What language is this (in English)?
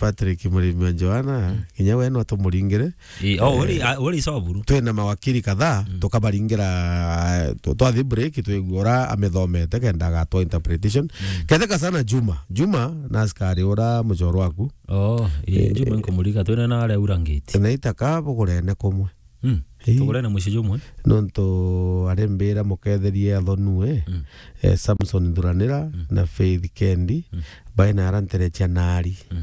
Meru